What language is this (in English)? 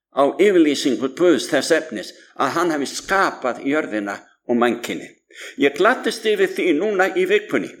Icelandic